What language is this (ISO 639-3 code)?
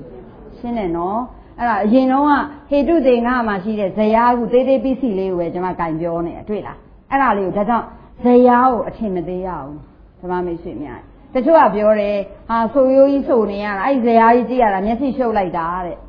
mya